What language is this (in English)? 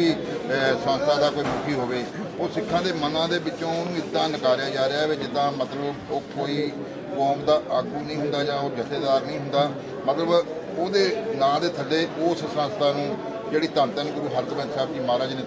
Punjabi